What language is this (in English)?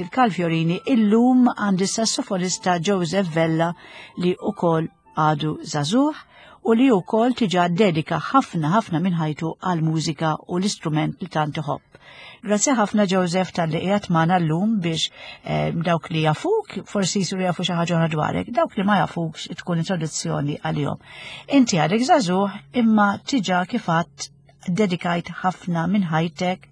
Maltese